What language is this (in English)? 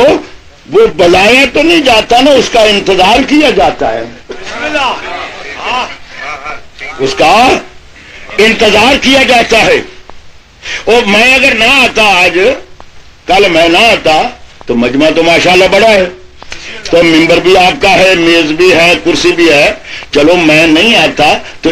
Urdu